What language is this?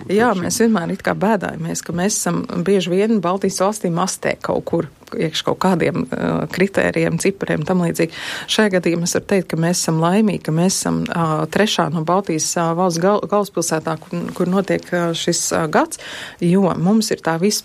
Latvian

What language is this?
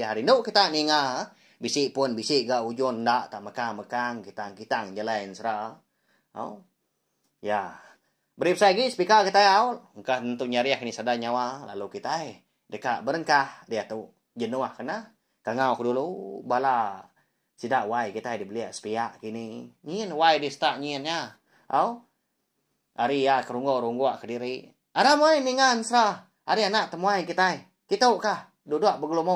Iban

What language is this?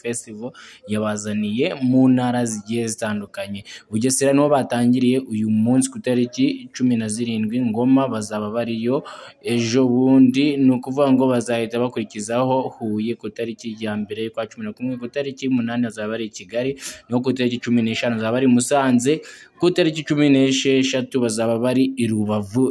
Kinyarwanda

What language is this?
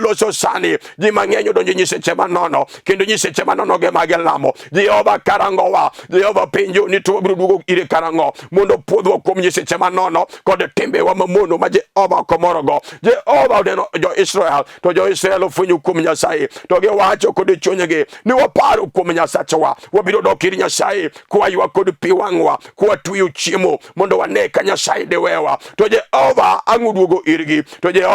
Luo (Kenya and Tanzania)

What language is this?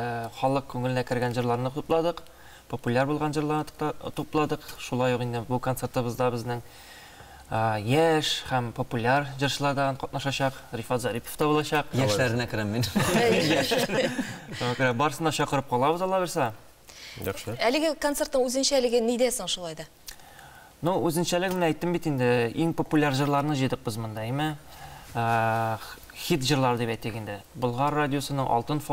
Tatar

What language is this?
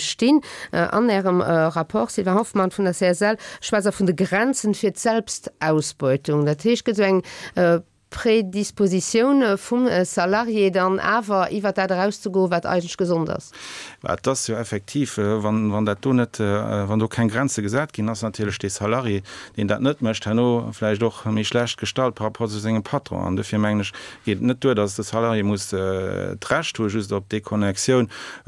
Luxembourgish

